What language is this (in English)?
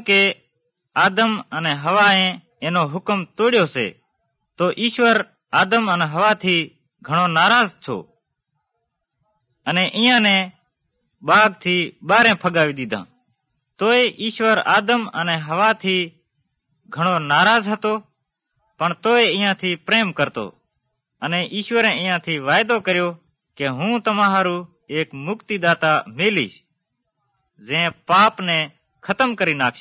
Gujarati